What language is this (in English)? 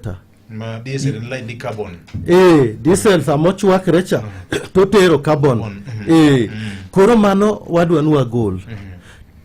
Luo (Kenya and Tanzania)